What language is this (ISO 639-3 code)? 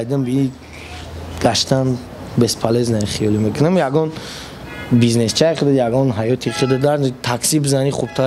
tgk